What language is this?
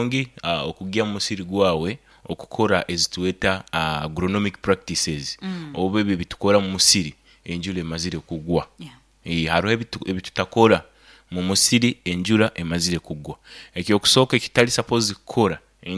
Nyoro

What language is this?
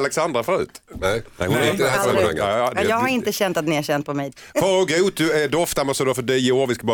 Swedish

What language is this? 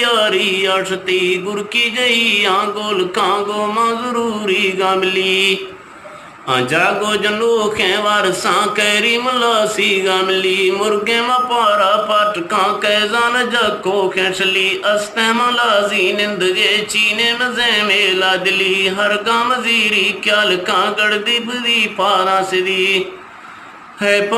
Eastern Balochi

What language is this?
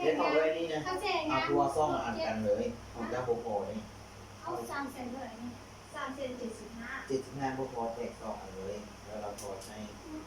Lao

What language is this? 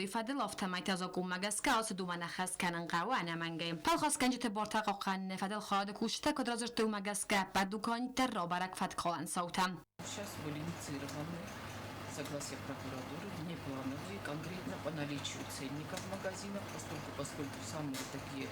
Ossetic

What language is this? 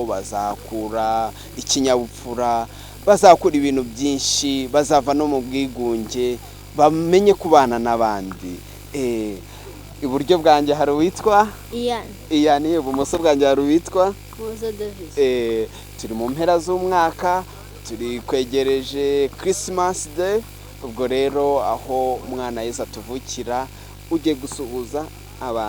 Kinyarwanda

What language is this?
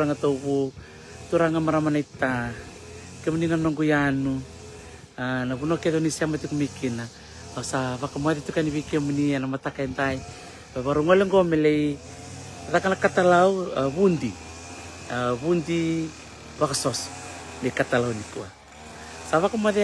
Fijian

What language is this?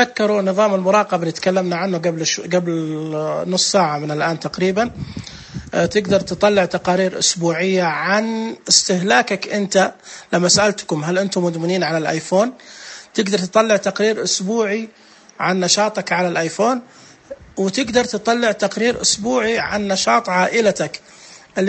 Najdi Arabic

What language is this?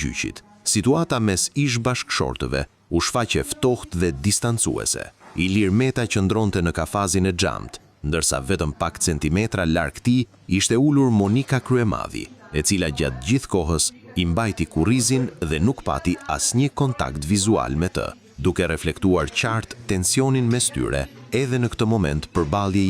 Albanian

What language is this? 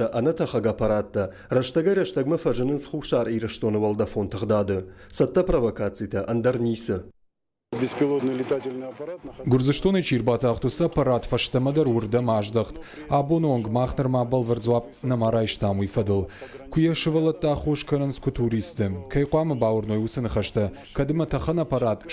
Ossetic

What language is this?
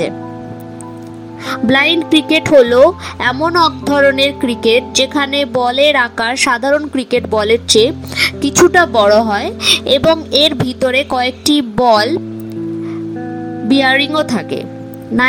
Bangla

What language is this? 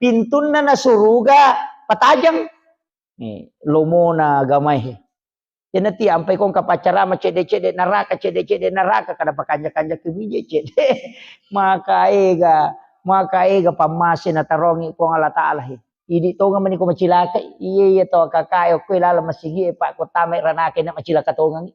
Buginese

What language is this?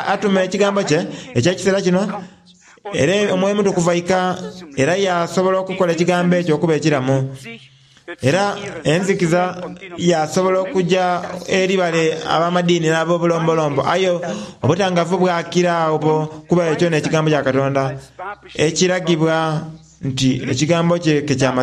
Soga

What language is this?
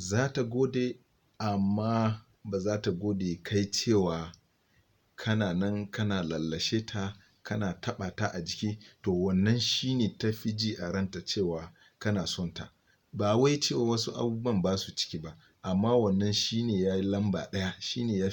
Hausa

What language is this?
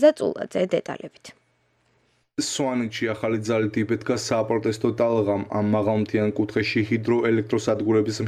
Georgian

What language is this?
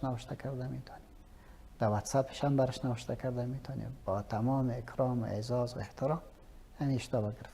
Persian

